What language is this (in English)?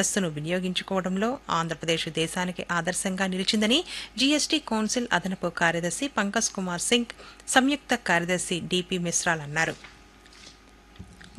Telugu